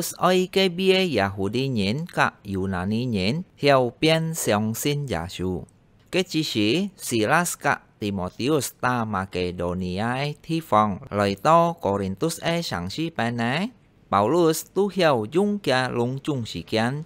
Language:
Hakka Chinese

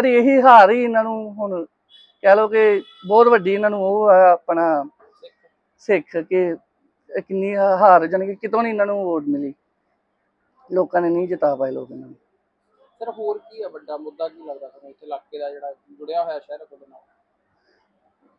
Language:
Punjabi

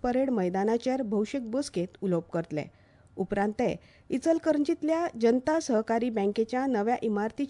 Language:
Konkani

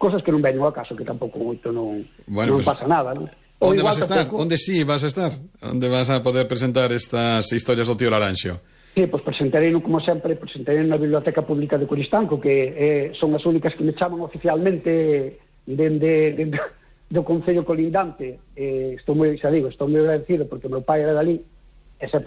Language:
Galician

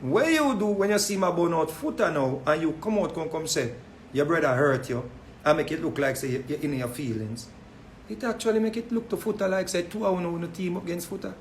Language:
Jamaican Creole English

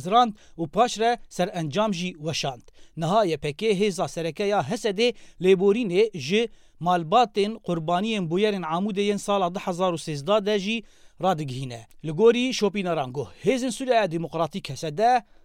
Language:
Kurdish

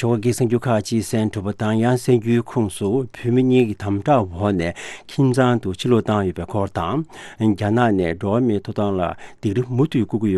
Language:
Tibetan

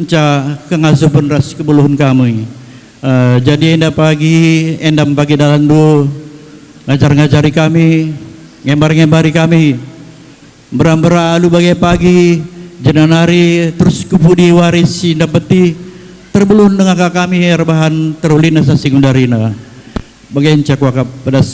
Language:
Batak Karo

